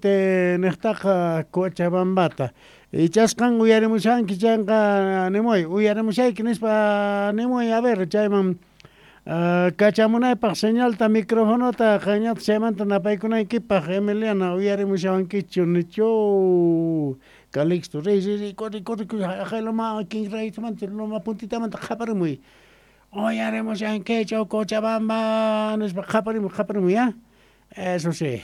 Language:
South Bolivian Quechua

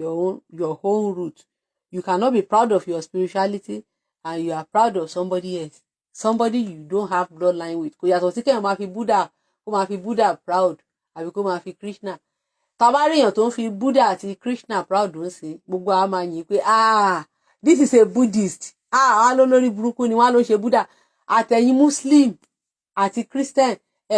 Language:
Yoruba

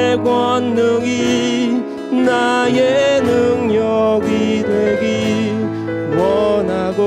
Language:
Korean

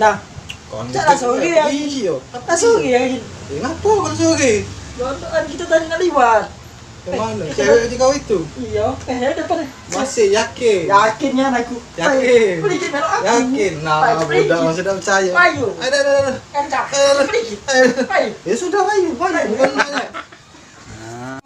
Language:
Musi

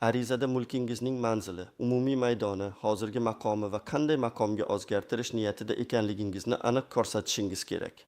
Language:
Uzbek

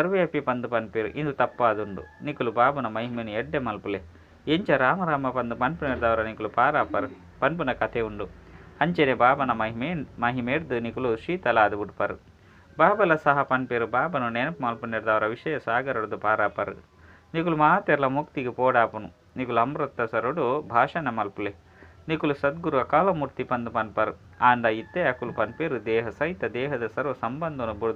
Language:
Tulu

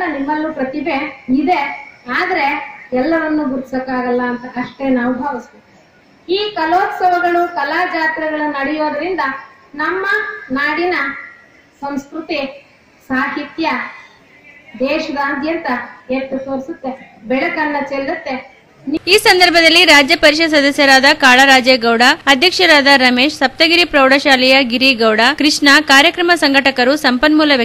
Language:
Kannada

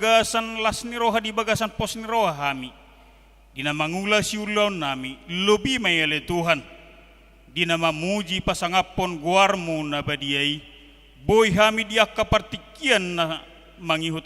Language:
Batak Toba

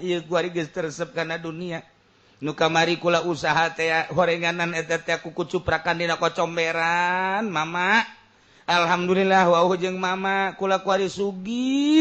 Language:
Sundanese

